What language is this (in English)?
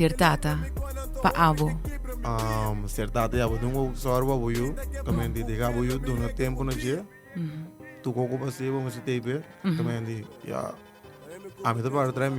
Papiamento